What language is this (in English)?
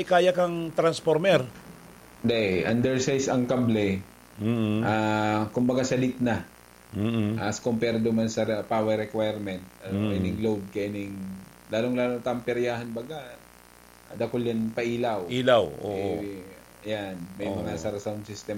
Bikol